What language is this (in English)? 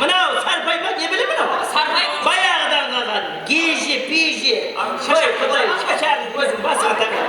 Kara-Kalpak